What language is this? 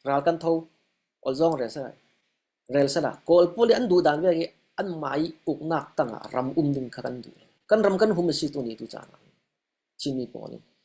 Falam Chin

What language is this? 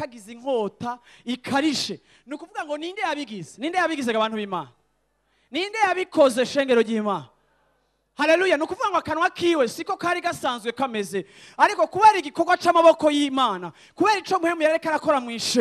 Rundi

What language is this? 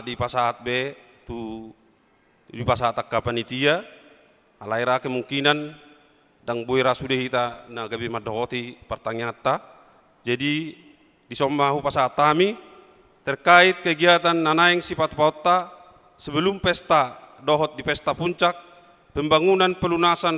Batak Toba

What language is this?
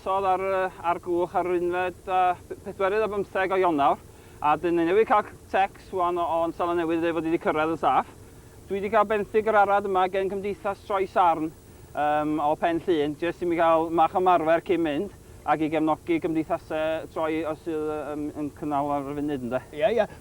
Welsh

